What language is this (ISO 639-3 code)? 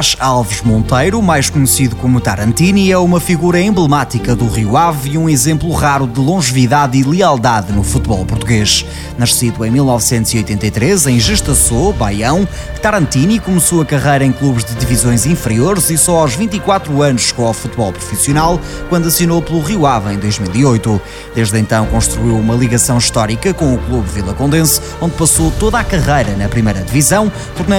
por